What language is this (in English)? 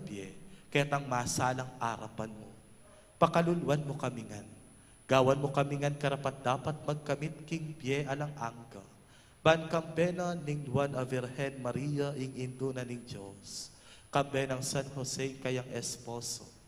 Pampanga